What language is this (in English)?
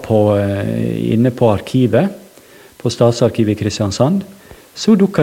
Norwegian